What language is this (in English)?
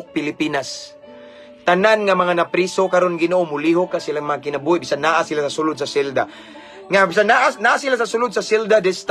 Cebuano